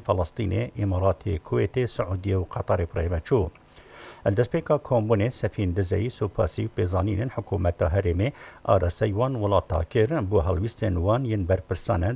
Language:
Kurdish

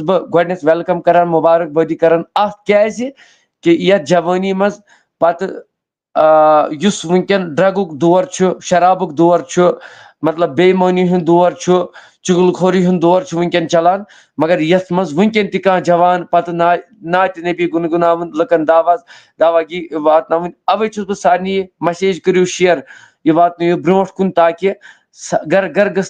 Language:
Kashmiri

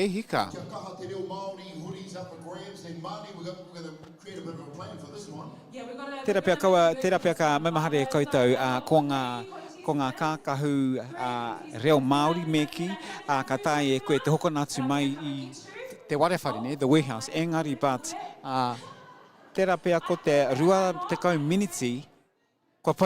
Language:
Māori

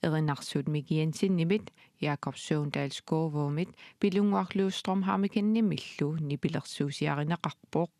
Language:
Kalaallisut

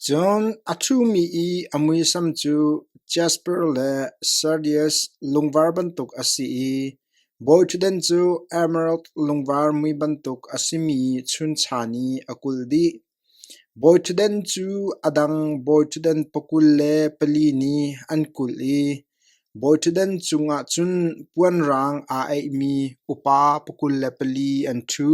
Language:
Hakha Chin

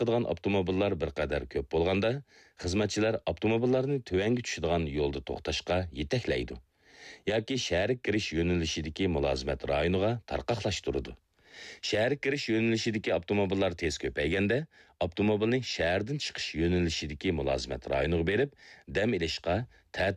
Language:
Uyghur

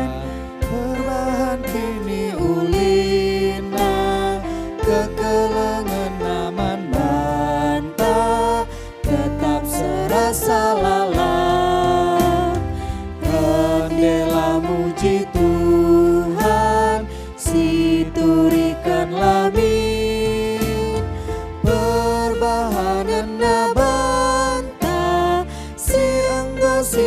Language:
Batak Karo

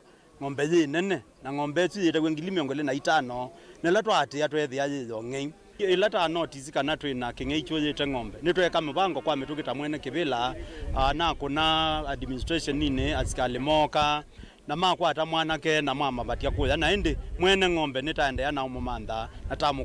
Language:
Kamba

